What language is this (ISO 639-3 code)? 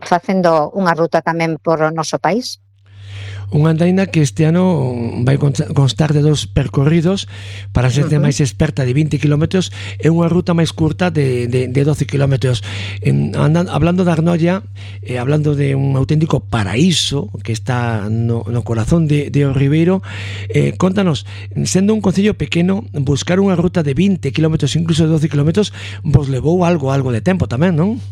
glg